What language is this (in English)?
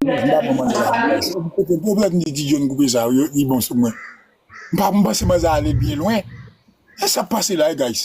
Haitian Creole